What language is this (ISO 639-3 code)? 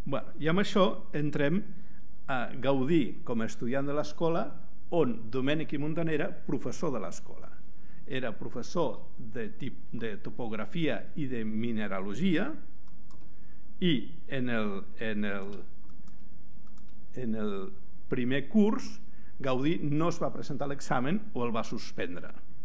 cat